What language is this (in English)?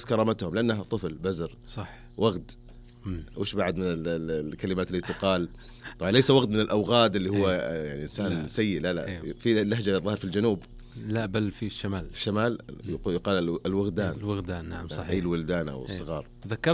Najdi Arabic